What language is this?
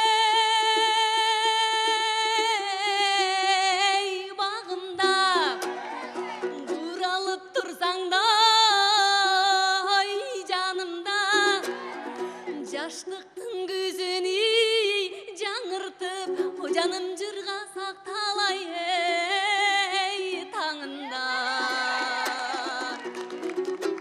Kyrgyz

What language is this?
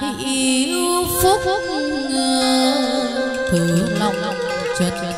Vietnamese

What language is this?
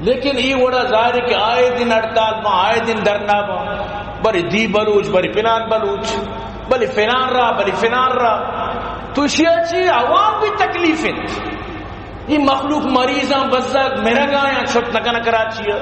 Eastern Balochi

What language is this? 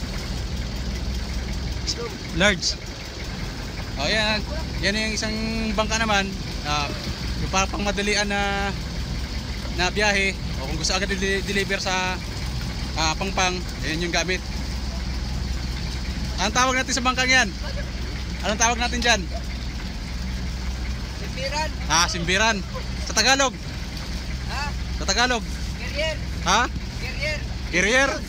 Filipino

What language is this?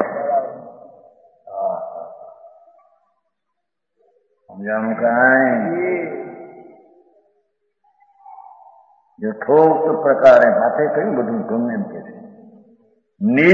Gujarati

